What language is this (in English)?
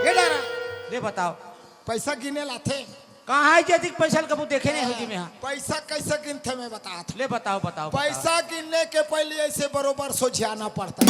Chhattisgarhi